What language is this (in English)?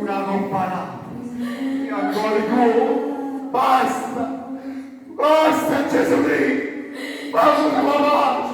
Neapolitan